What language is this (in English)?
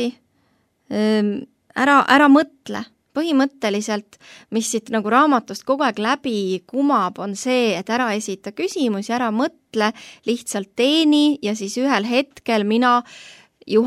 Estonian